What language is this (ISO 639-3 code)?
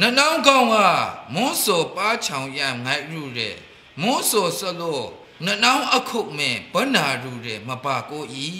mhx